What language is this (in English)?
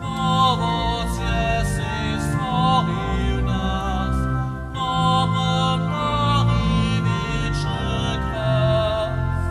Upper Sorbian